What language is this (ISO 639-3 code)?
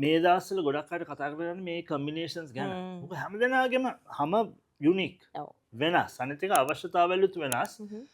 sin